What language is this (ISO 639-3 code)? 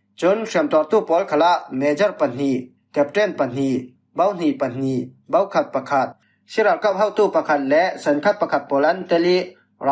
cfm